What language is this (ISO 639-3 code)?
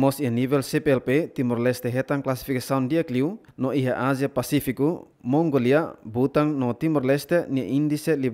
tet